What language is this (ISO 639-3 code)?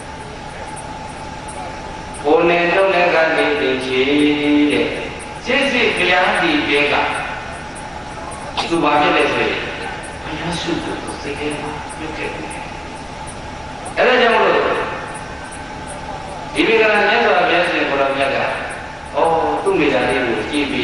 mya